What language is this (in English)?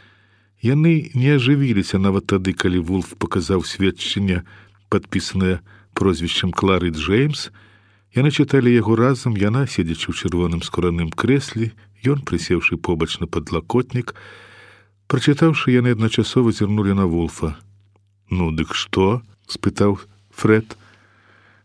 Belarusian